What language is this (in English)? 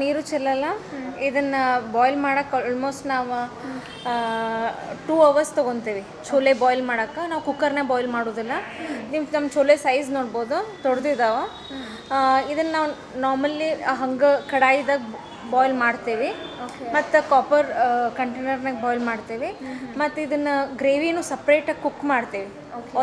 Kannada